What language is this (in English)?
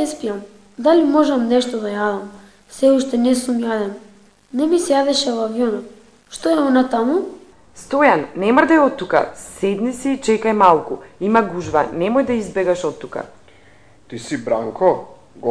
Macedonian